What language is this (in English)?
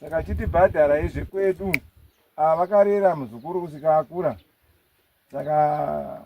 Shona